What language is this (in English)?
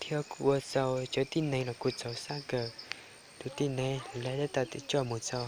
Hmong